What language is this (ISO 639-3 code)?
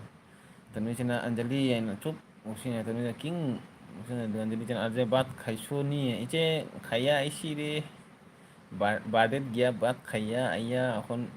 mni